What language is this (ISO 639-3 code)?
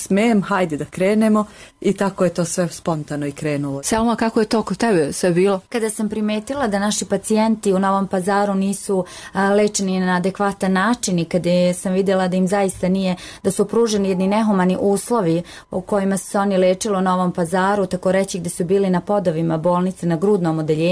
bos